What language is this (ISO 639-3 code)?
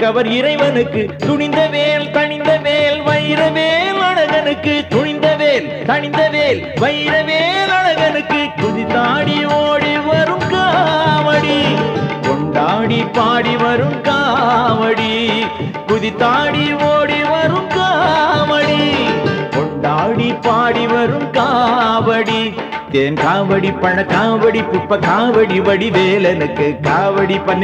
tam